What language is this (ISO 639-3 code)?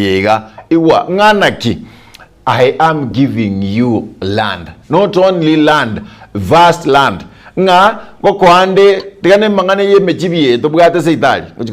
guz